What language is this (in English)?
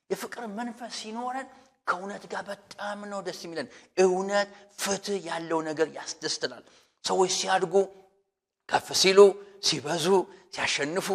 Amharic